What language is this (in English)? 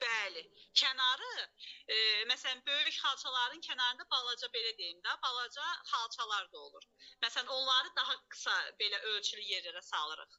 Azerbaijani